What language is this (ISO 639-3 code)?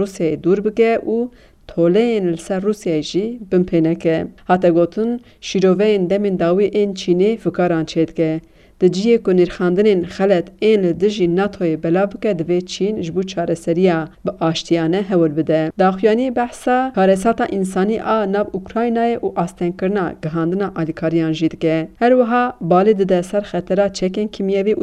kur